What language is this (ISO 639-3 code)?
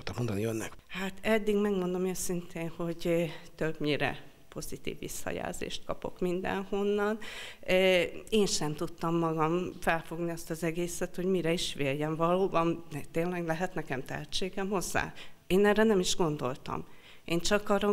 hun